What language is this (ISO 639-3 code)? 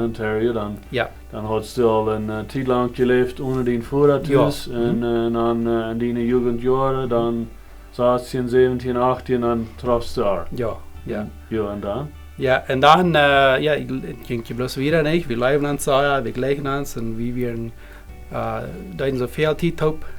pdt